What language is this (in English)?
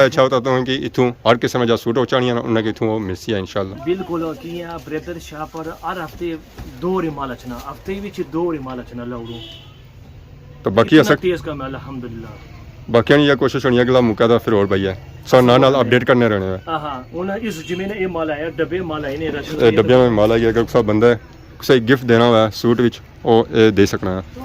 Pahari-Potwari